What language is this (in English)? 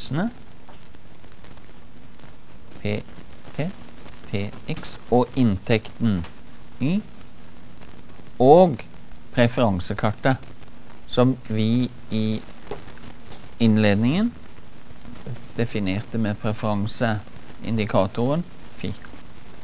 Norwegian